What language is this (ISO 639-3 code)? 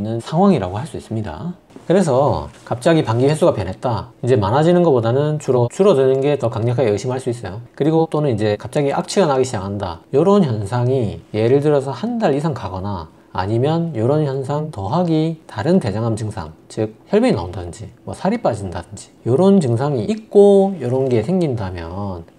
kor